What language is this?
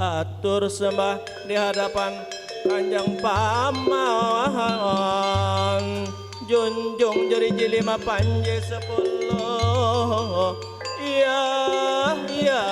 Banjar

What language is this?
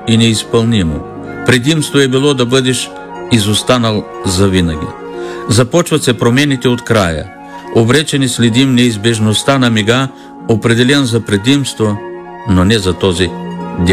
Bulgarian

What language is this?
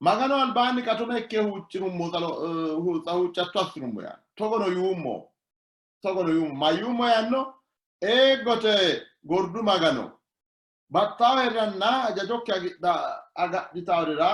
Sidamo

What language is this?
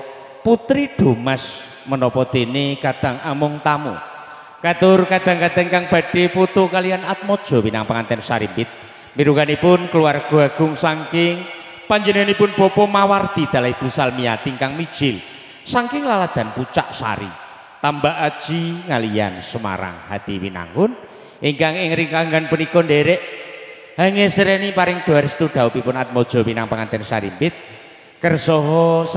Javanese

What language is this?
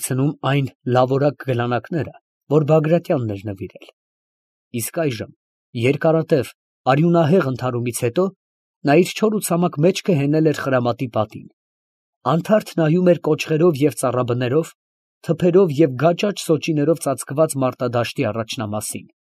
Armenian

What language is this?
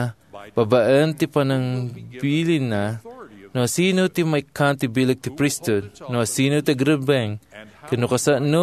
Iloko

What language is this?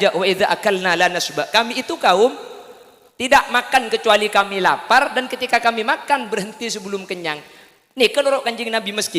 Madurese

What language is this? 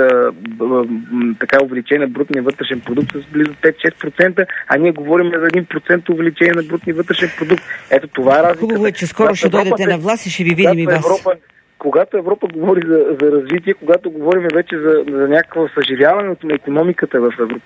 Bulgarian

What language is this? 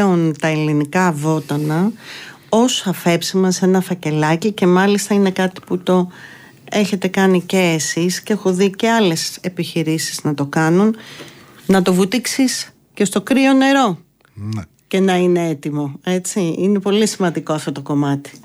Greek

